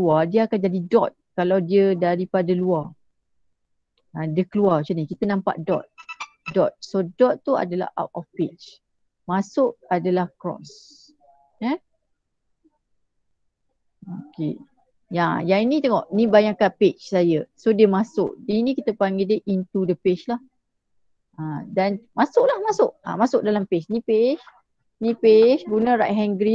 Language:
Malay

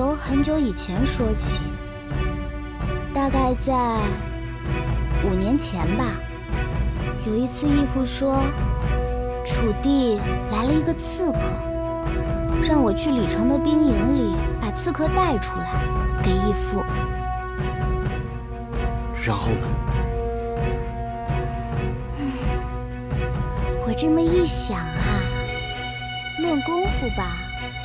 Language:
Chinese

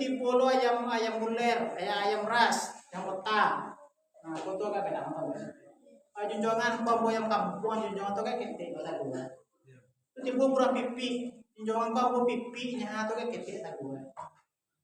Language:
Minangkabau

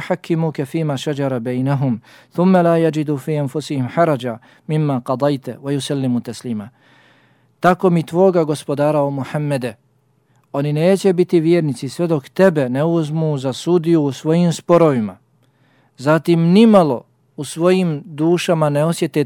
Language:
Bosnian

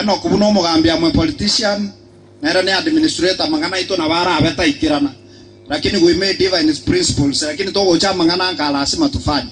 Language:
Gusii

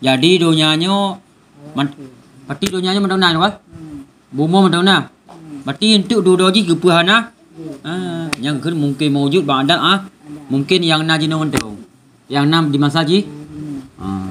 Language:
Achinese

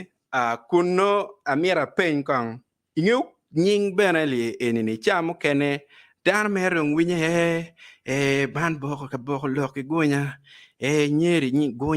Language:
Acoli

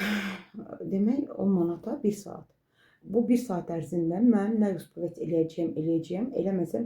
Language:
Azerbaijani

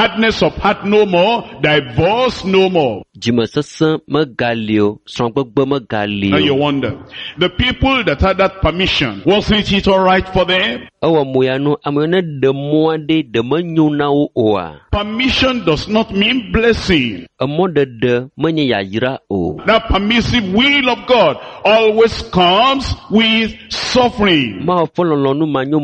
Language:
Ewe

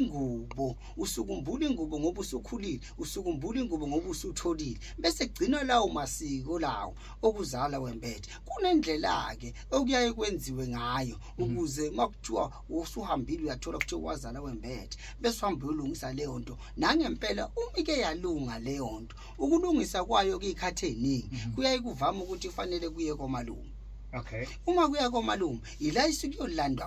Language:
Zulu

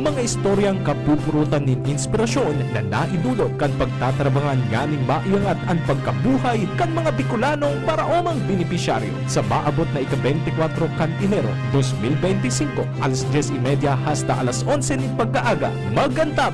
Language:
Bikol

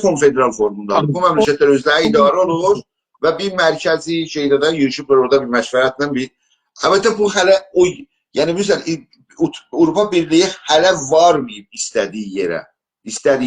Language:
South Azerbaijani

